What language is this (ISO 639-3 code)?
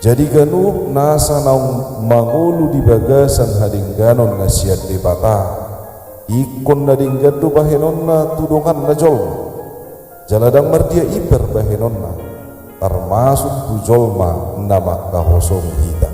bbc